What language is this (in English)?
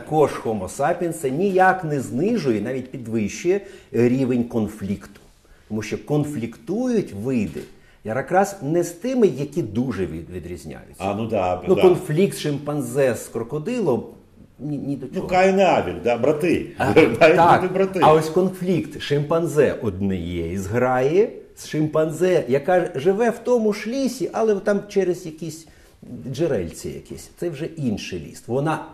Ukrainian